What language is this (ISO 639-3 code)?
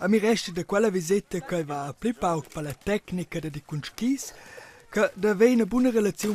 roh